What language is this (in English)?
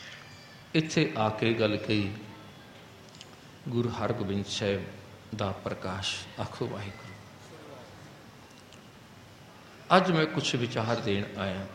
Punjabi